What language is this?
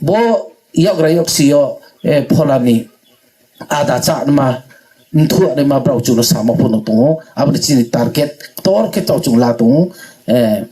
Riang (India)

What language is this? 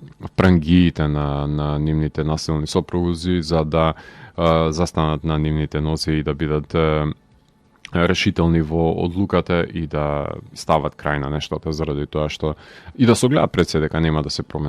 Macedonian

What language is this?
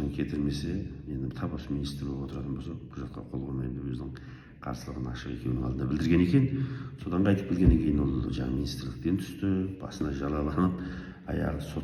Kazakh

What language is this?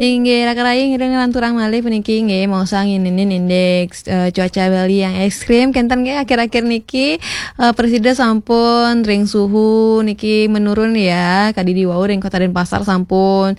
Balinese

